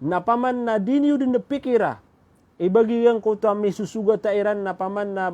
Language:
Maranao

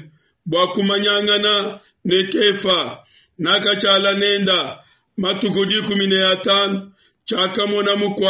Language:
Luba-Lulua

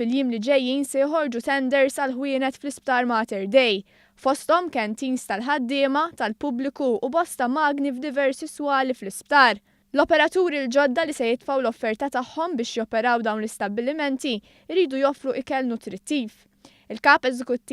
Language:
Maltese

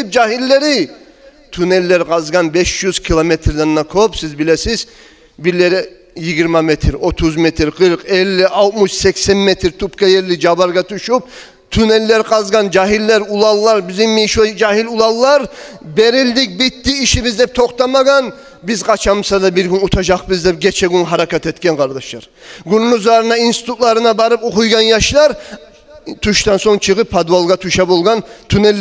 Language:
Kumyk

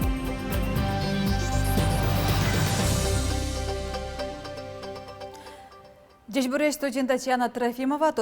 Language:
Udmurt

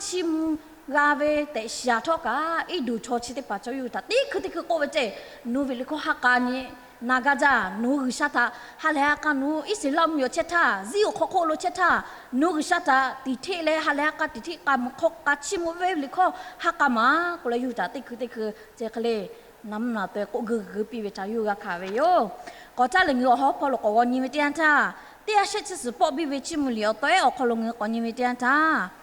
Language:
Lahu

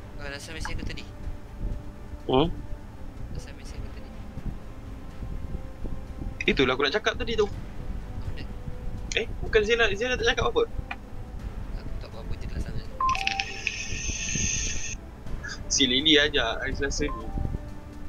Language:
Malay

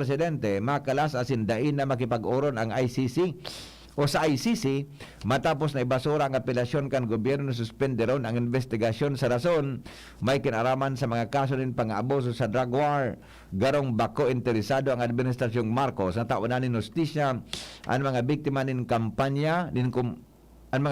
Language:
Bikol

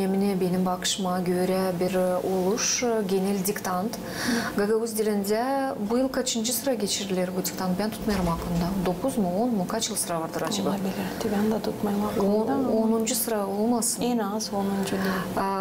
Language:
Gagauz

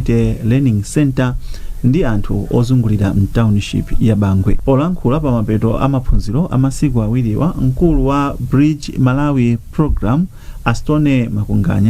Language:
Nyanja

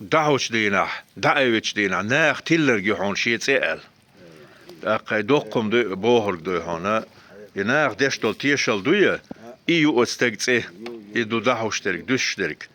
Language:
Chechen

